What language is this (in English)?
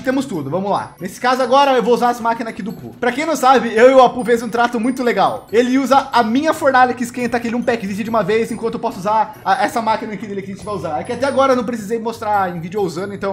Portuguese